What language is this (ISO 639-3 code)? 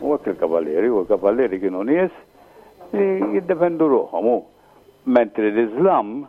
mlt